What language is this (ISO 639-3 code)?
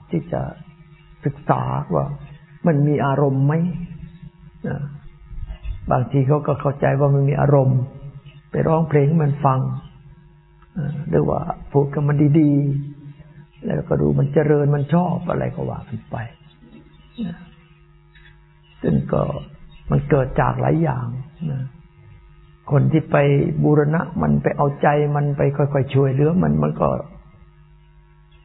tha